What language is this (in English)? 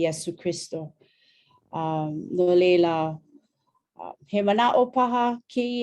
Hawaiian